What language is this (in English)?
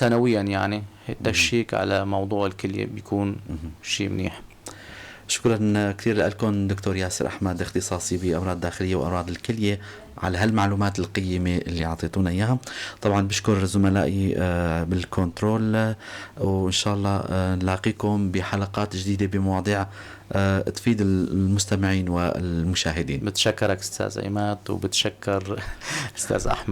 North Levantine Arabic